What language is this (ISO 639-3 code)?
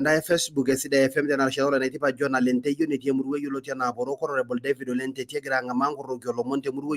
mas